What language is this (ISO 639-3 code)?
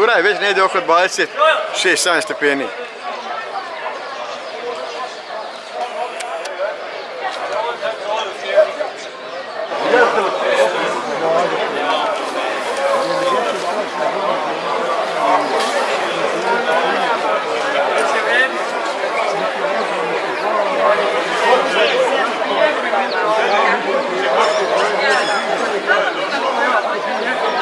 bos